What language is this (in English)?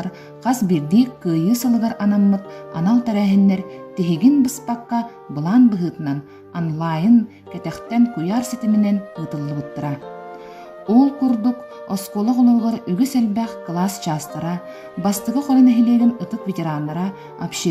Yakut